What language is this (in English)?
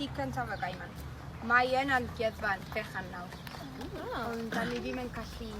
Welsh